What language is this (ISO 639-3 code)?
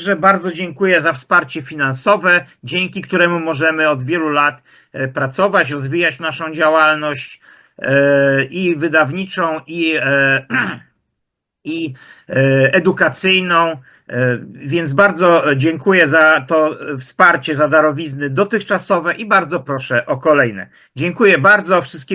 pol